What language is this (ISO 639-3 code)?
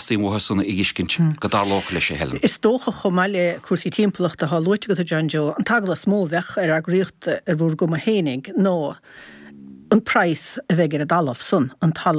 gle